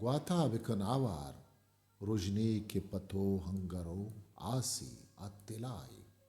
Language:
Eastern Balochi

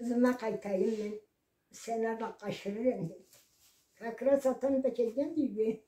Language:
Karachay-Balkar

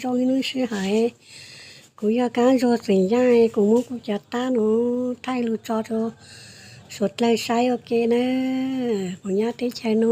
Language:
Hmong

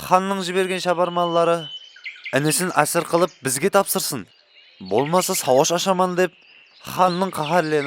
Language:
Kara-Kalpak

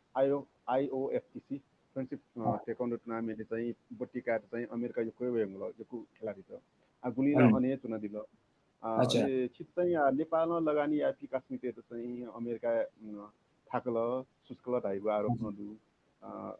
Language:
Newari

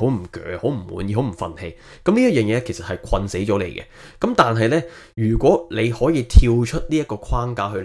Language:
Cantonese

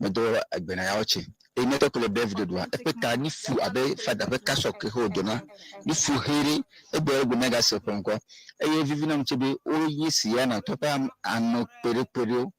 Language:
Ewe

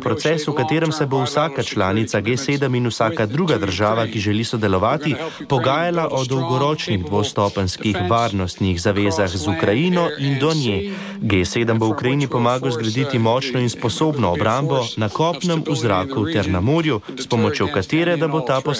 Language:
Slovenian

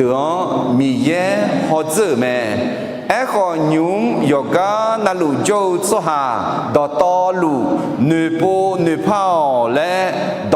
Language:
Akha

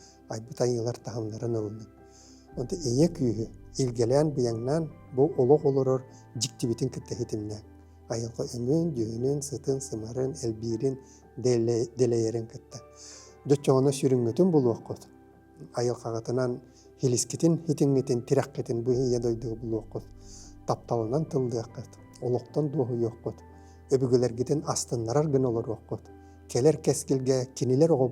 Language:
Yakut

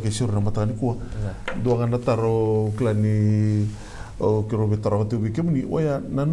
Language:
Fijian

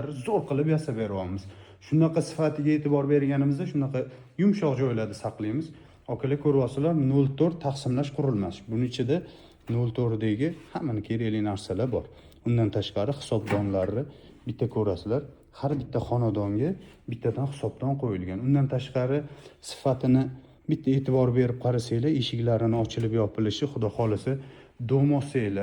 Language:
Uzbek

